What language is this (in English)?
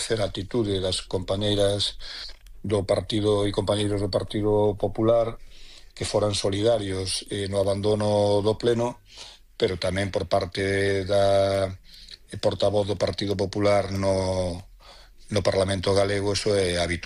Galician